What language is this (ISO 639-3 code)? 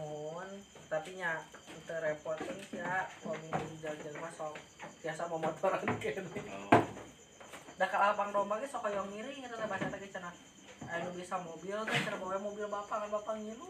sun